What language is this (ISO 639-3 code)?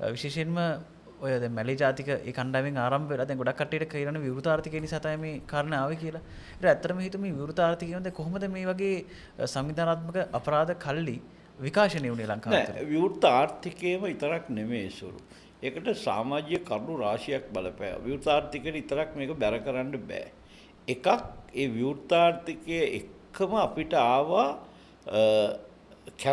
sin